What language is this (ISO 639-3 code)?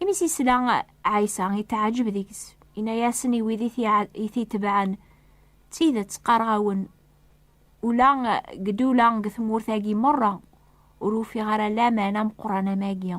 kab